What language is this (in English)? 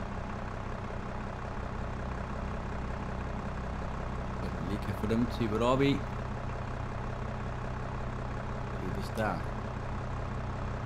Danish